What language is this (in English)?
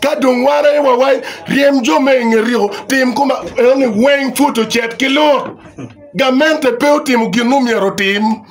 Acoli